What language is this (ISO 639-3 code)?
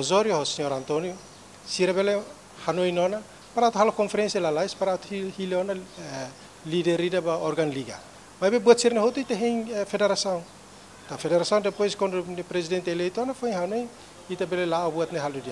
tet